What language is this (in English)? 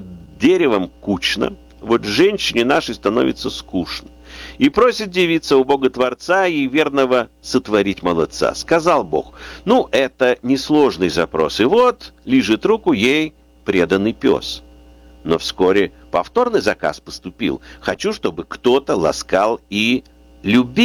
Russian